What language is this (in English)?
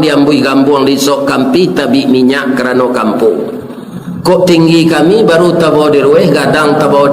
Minangkabau